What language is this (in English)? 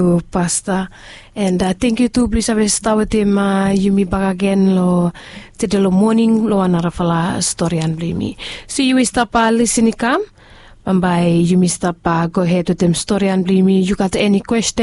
Bislama